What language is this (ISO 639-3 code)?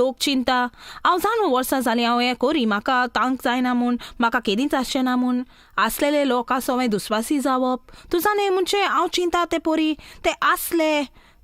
kok